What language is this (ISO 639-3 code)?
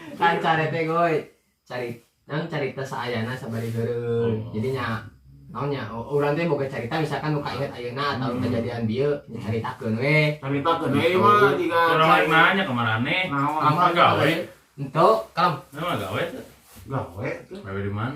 sun